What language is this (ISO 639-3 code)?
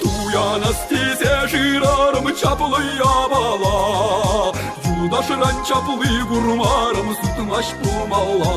chv